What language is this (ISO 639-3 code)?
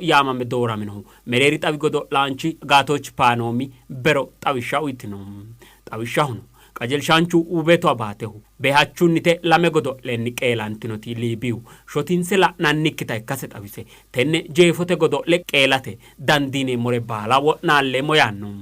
sid